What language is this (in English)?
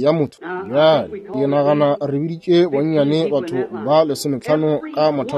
Northern Sotho